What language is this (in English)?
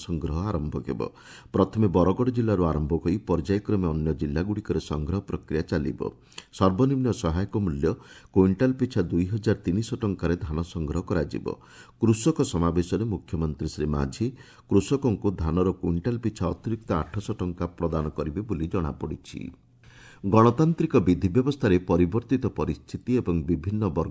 Odia